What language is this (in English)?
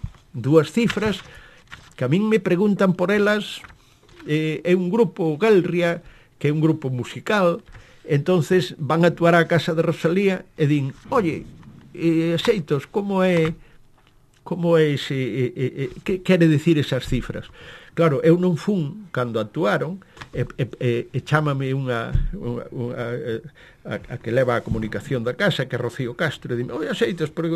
Galician